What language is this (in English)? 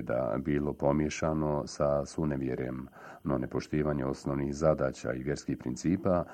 Bosnian